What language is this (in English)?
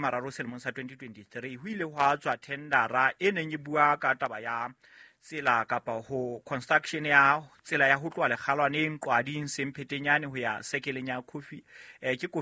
Southern Sotho